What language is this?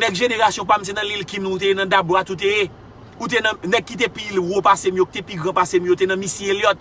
Haitian Creole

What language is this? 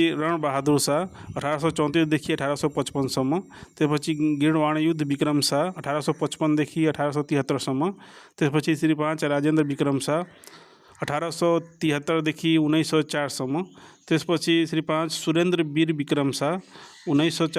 Nepali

